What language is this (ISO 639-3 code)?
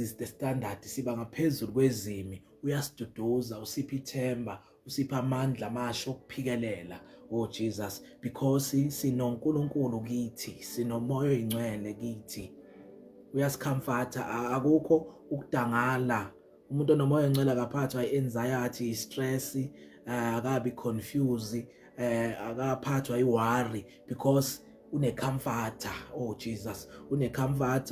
zul